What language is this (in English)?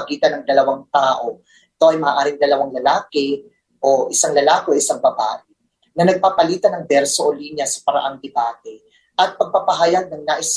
Filipino